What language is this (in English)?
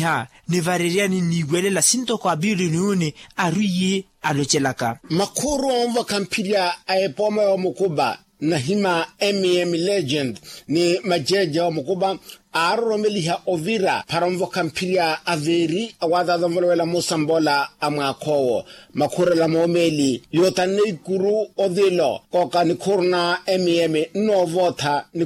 Makhuwa